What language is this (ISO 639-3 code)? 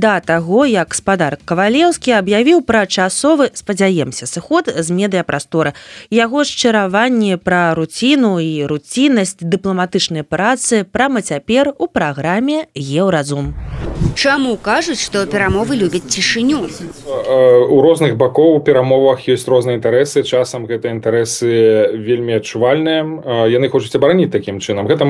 bel